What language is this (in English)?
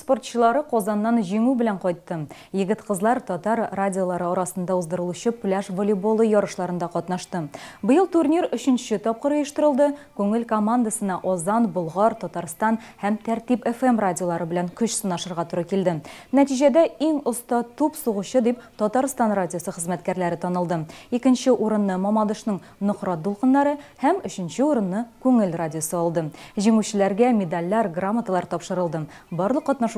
Tatar